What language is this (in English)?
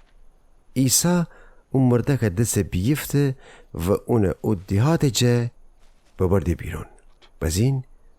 Gilaki